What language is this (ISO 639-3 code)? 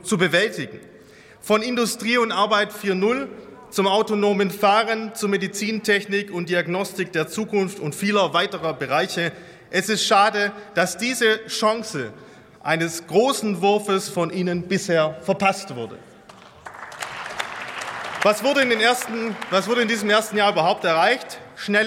deu